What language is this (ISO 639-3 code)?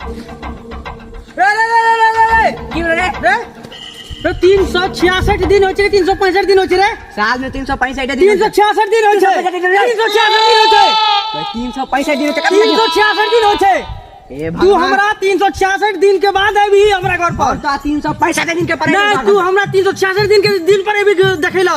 mai